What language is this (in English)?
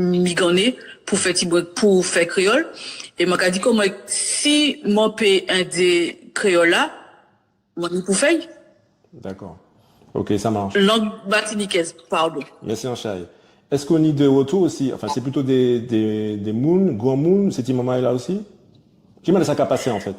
Guadeloupean Creole French